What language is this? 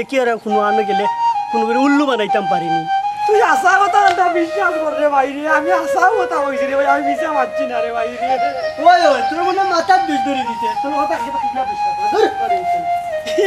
Sylheti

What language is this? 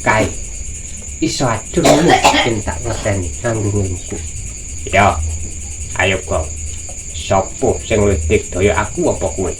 Javanese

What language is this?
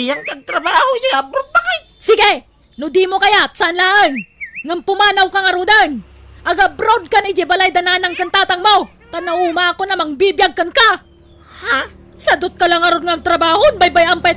Iloko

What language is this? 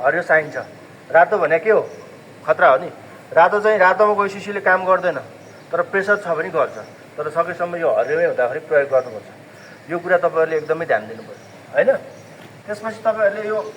Nepali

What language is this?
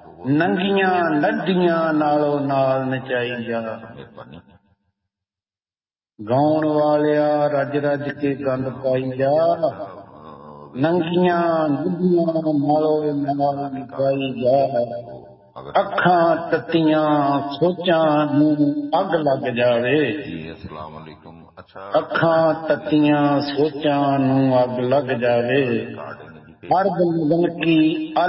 Punjabi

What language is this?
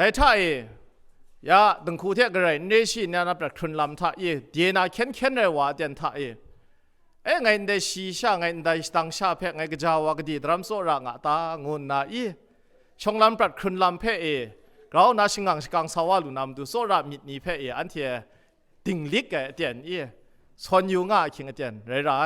Kachin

